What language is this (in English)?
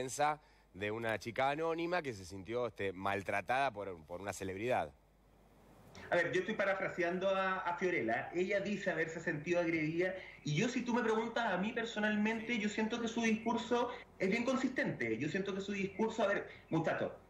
Spanish